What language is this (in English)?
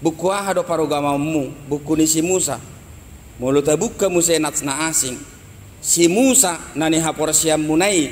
Batak Toba